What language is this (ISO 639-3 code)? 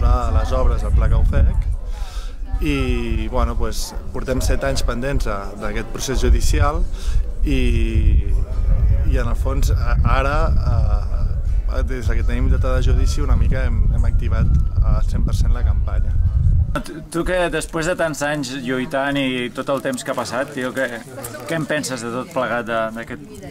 cat